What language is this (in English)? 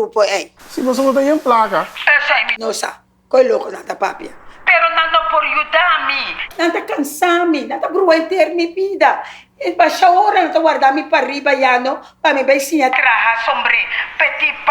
Papiamento